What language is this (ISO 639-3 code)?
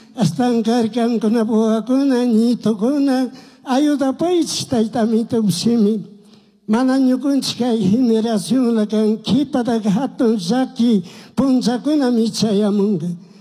qug